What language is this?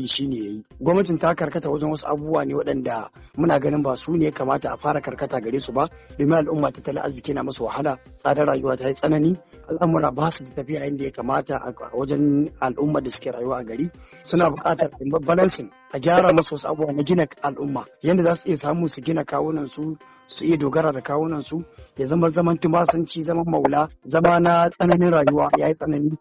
Hausa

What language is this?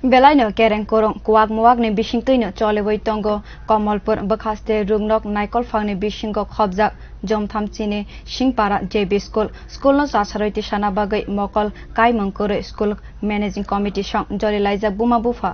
Kok Borok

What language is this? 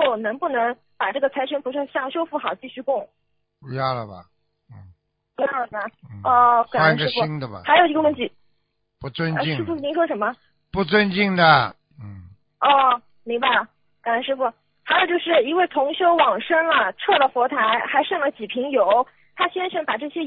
Chinese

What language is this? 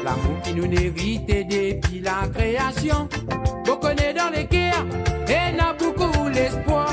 Morisyen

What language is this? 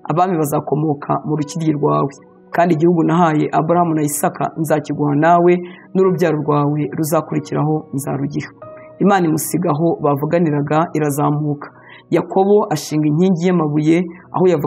Kinyarwanda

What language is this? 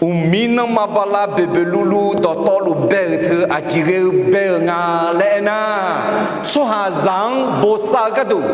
Akha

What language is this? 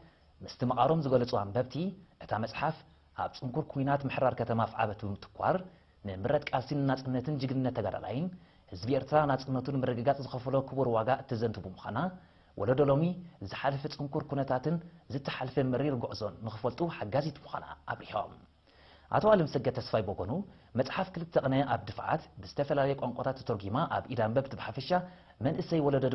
Tigrinya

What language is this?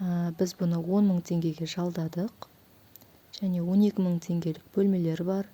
Kazakh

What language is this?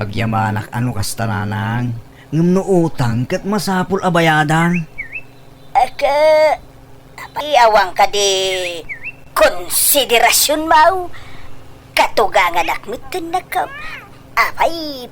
Iloko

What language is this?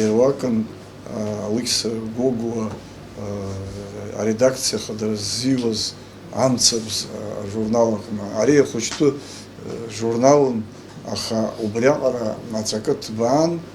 Abkhazian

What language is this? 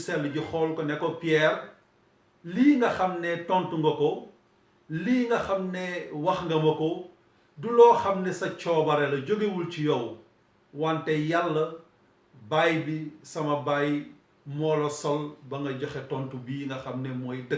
Wolof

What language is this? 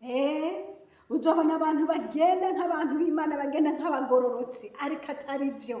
Rundi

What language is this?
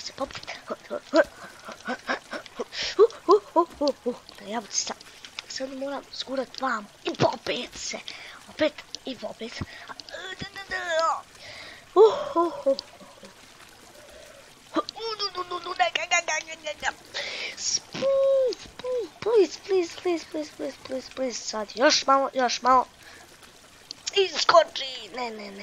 Croatian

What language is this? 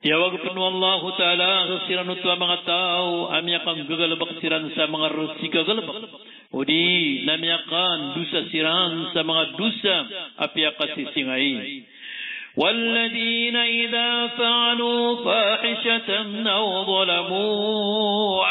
Maranao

